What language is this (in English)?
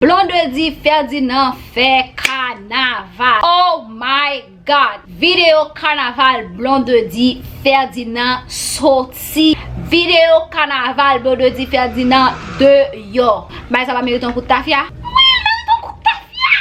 Haitian Creole